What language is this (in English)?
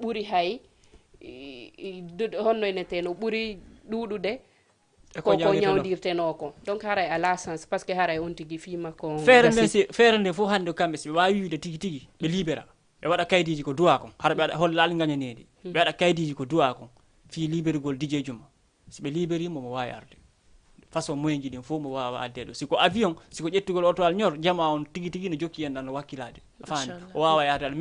Fula